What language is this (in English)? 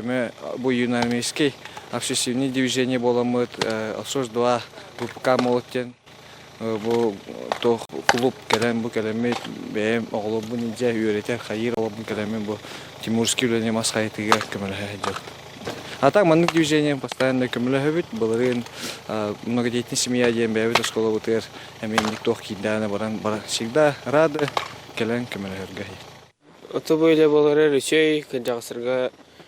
Yakut